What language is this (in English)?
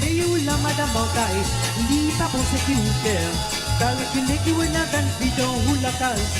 Morisyen